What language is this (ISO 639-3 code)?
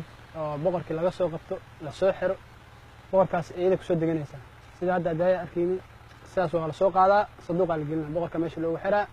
som